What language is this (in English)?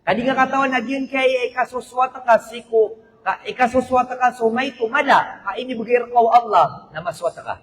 Maranao